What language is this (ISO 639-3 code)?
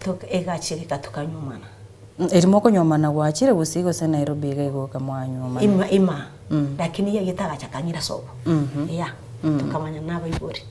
guz